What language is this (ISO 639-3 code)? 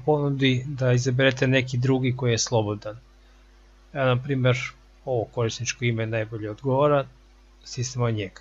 hrv